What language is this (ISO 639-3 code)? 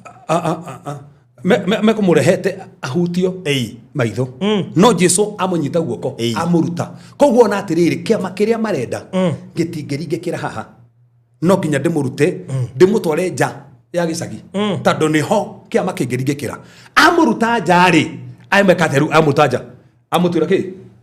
kik